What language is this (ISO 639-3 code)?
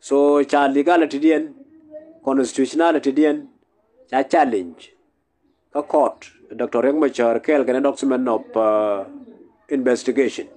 nus